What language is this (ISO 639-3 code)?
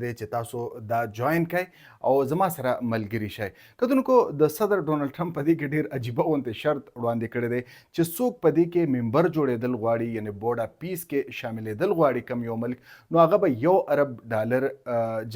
pus